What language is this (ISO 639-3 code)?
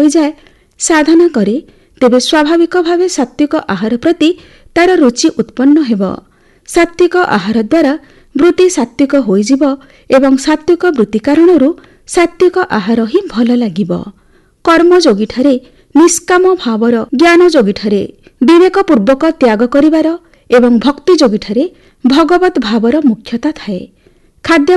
ori